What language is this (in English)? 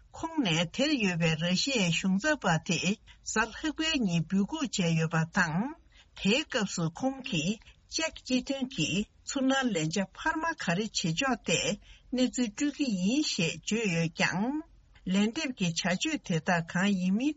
Tibetan